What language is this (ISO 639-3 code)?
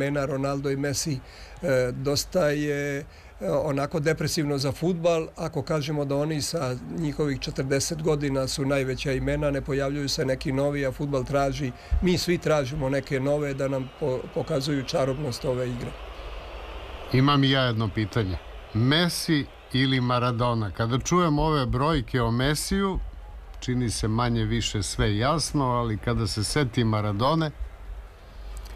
srp